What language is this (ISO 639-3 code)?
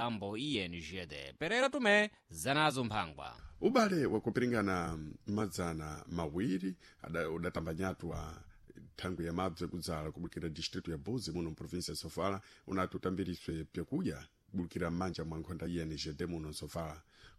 seh